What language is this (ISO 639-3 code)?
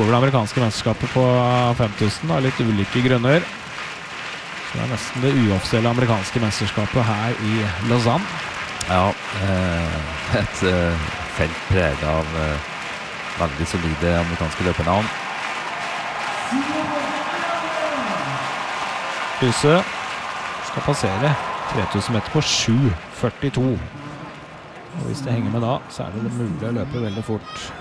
nor